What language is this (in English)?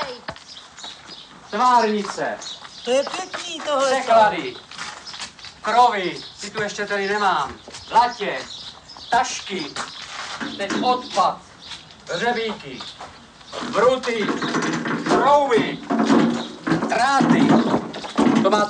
Czech